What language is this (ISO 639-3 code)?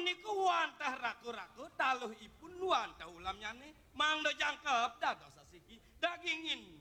ban